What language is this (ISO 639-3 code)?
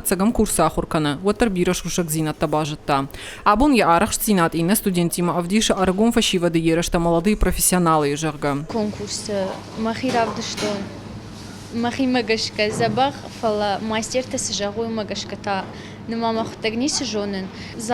oss